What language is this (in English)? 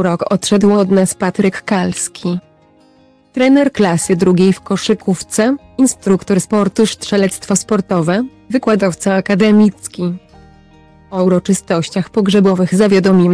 Polish